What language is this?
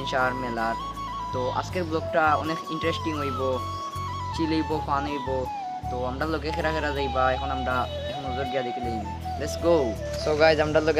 Sylheti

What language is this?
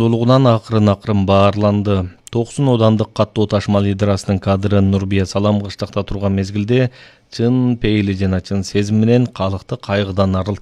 Kyrgyz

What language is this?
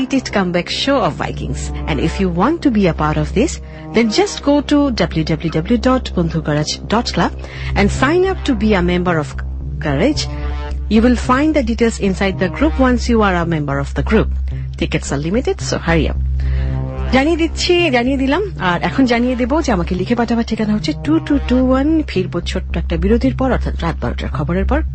Bangla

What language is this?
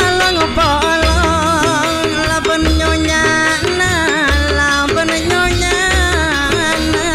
Madurese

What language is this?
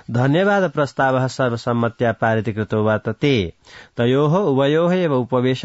Sanskrit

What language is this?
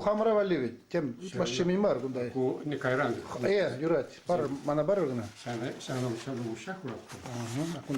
Chuvash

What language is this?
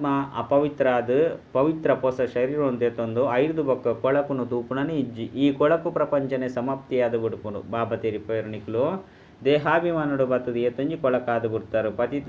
Tulu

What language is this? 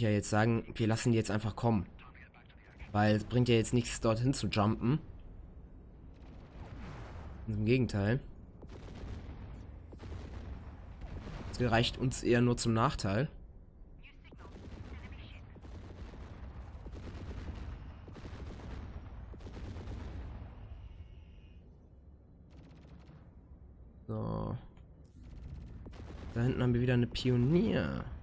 German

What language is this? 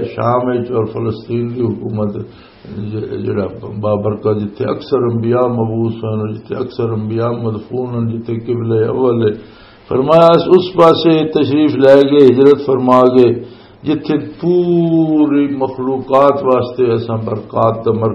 Western Panjabi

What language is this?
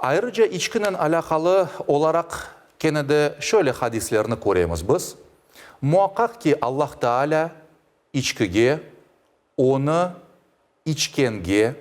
Crimean Tatar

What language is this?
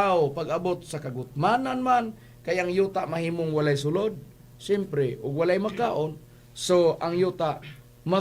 Cebuano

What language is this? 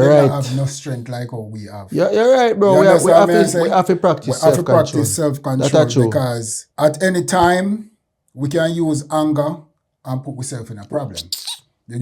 Jamaican Creole English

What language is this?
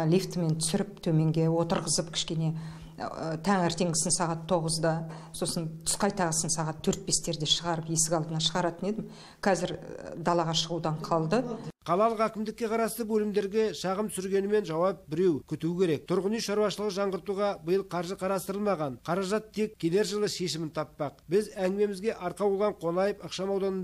Kazakh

